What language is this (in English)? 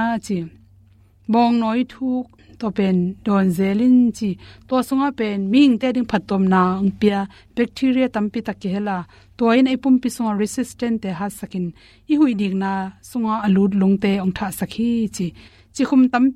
Tedim Chin